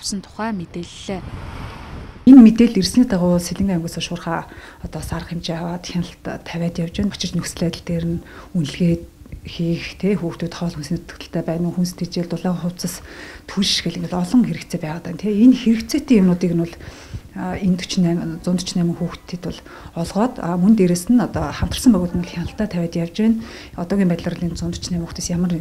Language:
Mongolian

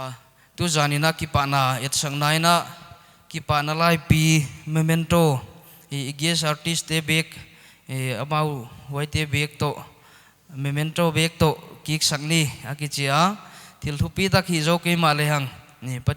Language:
Paite Chin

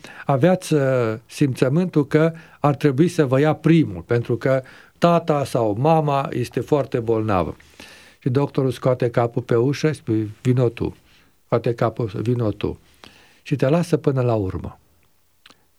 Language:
Romanian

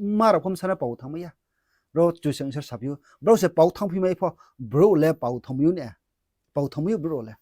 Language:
Riang (India)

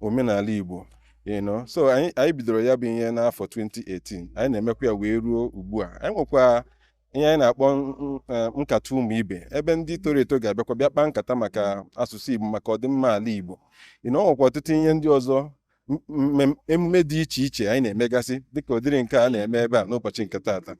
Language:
Igbo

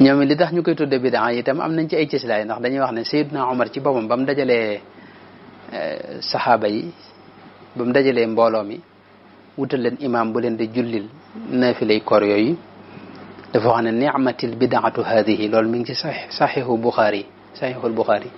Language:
Wolof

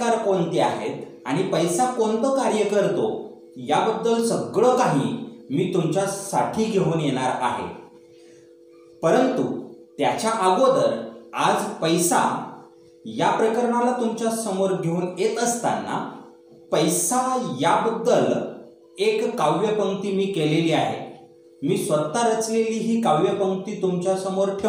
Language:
Marathi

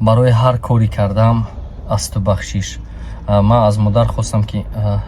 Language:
Tajik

